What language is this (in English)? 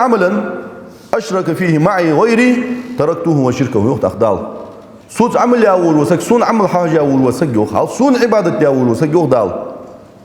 Ingush